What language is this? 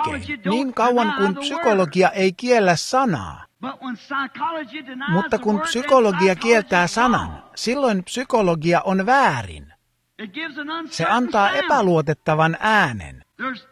Finnish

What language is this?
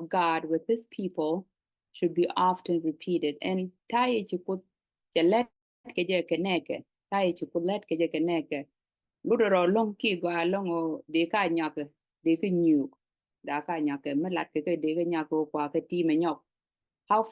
Nuer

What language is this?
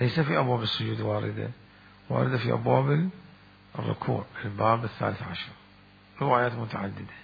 Mesopotamian Arabic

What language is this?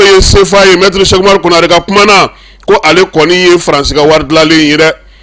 Bambara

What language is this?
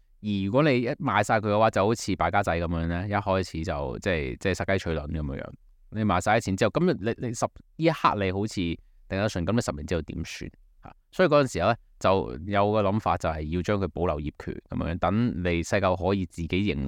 Cantonese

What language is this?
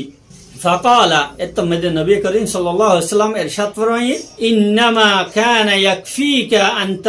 Rohingya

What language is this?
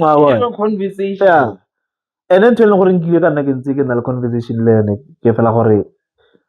Tswana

